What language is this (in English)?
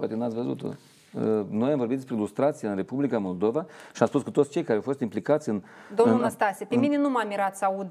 Romanian